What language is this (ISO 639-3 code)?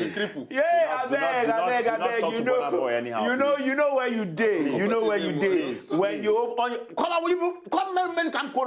pcm